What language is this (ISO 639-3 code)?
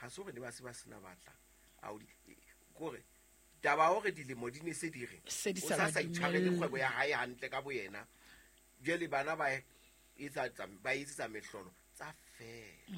sot